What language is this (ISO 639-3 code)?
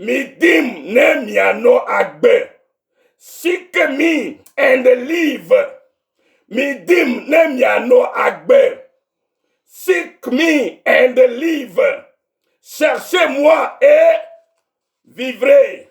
ewe